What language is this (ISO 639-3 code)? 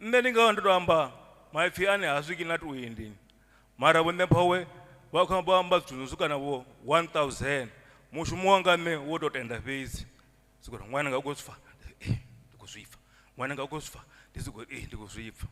ven